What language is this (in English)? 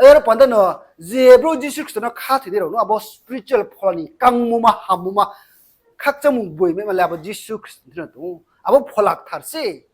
Riang (India)